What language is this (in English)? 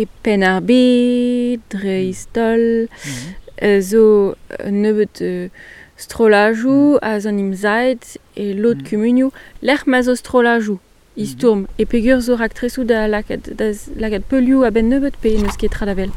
Breton